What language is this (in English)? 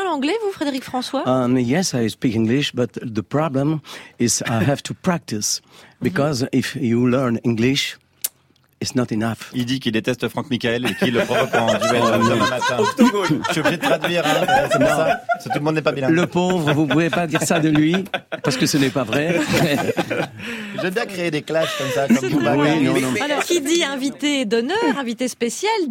French